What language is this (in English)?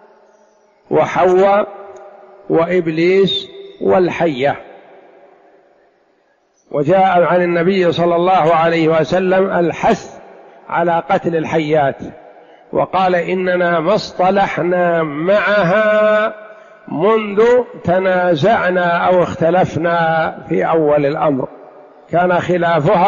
Arabic